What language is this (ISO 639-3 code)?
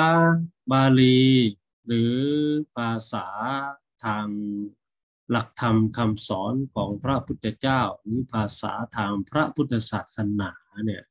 tha